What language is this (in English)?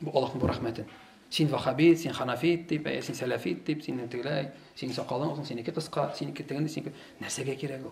Tatar